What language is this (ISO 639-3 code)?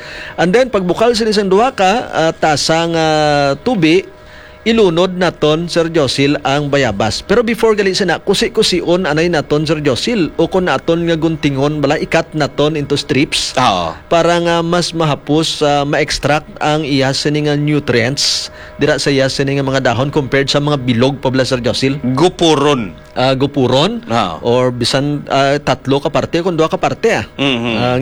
hil